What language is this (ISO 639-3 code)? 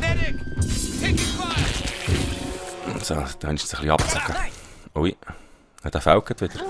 gsw